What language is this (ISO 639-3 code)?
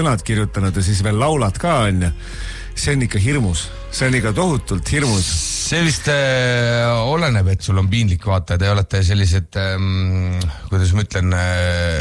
est